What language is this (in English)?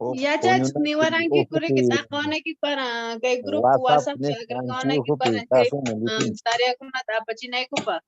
Quechua